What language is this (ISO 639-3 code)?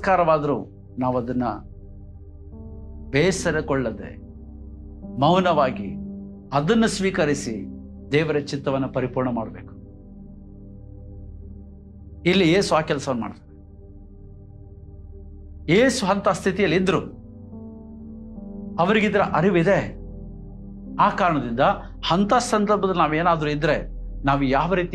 kan